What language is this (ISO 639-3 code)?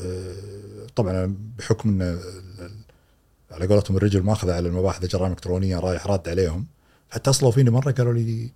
afb